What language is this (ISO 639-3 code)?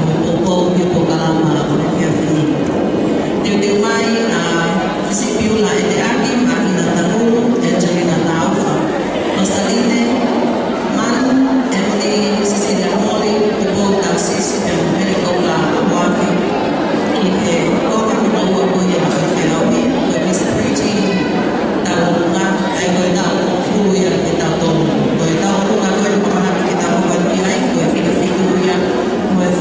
ton